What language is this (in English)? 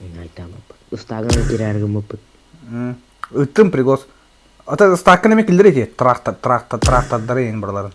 Yakut